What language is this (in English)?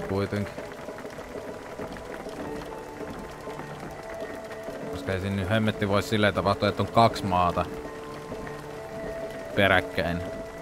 Finnish